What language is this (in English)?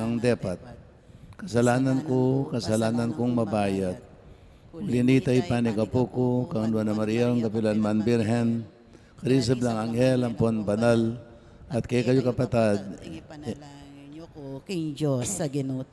Pampanga